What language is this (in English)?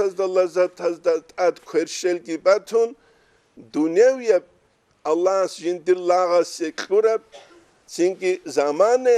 Avaric